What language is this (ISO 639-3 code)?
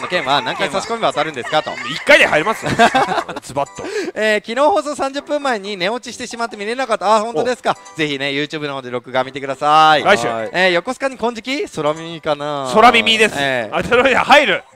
jpn